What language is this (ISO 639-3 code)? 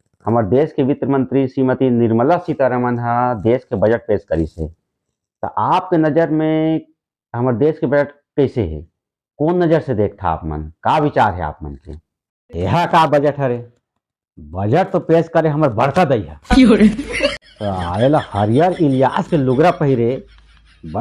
hne